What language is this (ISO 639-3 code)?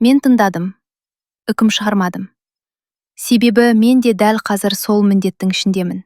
kaz